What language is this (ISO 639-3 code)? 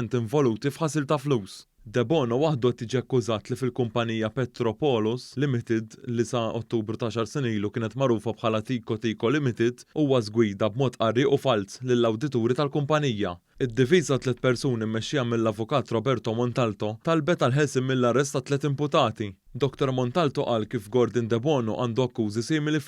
mlt